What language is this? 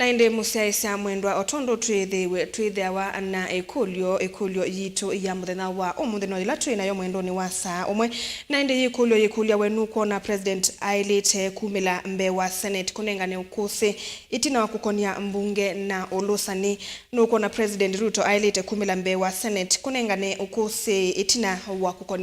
Kamba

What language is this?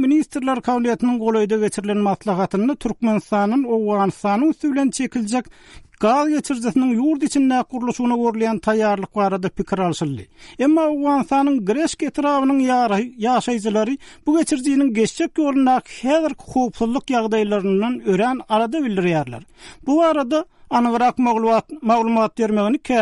Turkmen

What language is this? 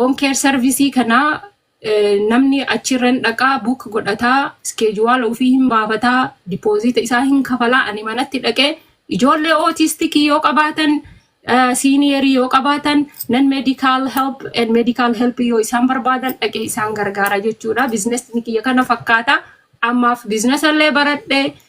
Oromo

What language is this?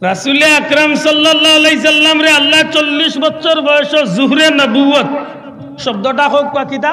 Sylheti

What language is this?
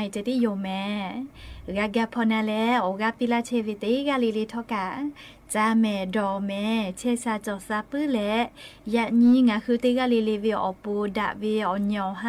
Lahu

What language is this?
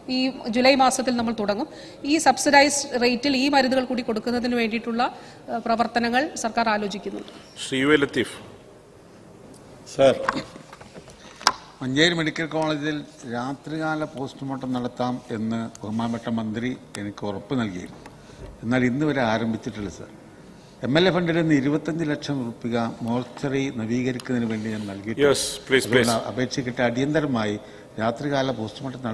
Malayalam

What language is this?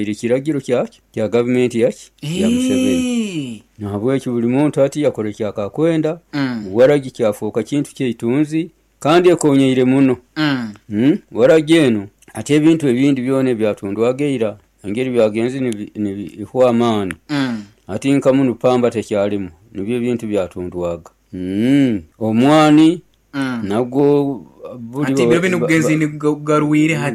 Nyoro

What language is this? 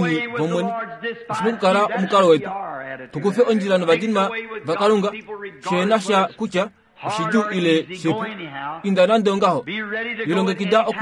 Kuanyama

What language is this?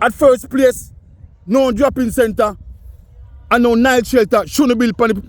Jamaican Creole English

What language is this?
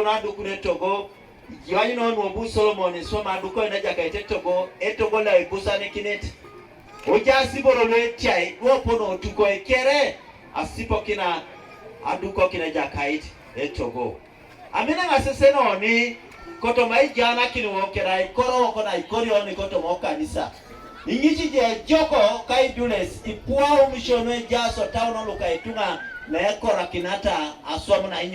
Teso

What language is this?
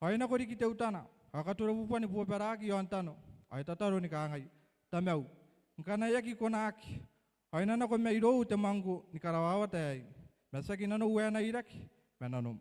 Gilbertese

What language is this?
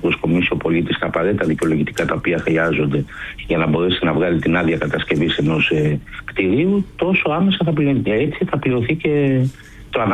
Greek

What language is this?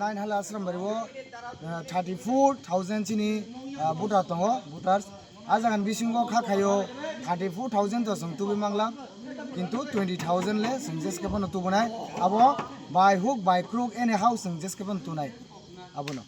Kok Borok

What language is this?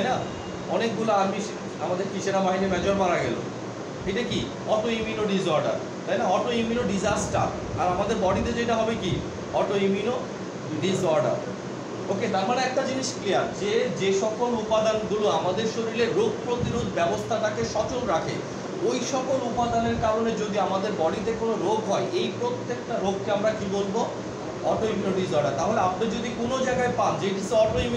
Bangla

